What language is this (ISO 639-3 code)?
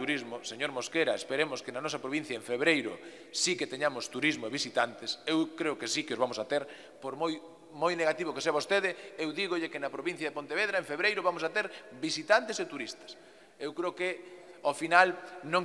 glg